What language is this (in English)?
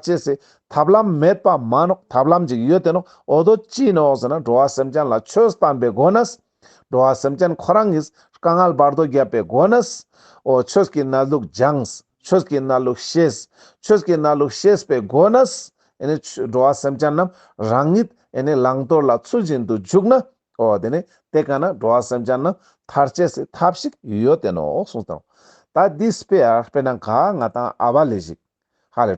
Ladakhi